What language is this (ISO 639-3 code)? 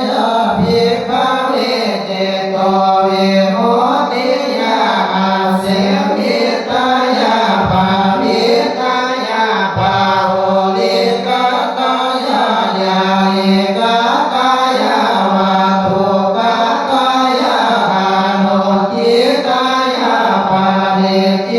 pli